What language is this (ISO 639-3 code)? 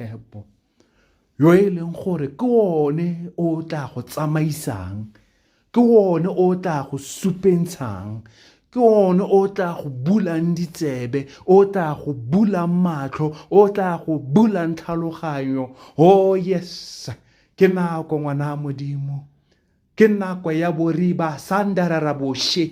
tsn